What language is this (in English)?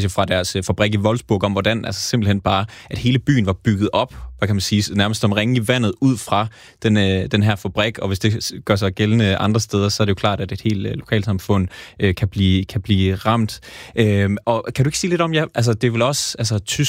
Danish